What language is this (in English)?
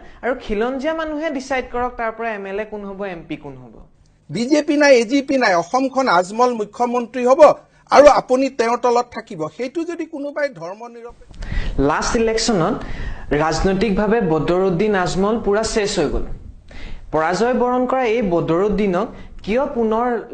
Assamese